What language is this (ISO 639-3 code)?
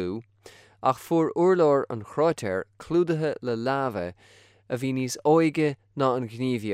gle